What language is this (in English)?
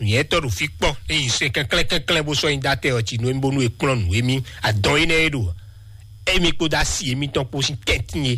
Fon